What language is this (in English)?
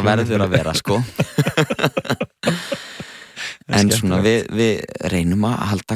Icelandic